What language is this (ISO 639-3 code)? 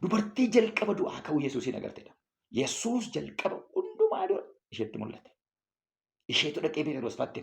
orm